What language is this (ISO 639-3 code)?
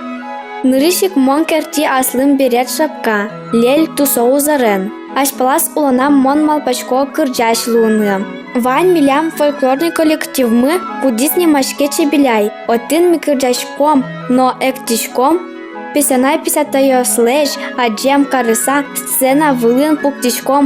udm